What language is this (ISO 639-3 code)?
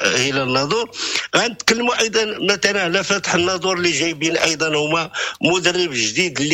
ary